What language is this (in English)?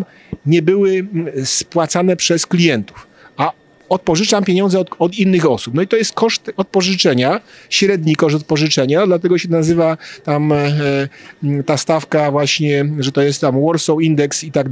Polish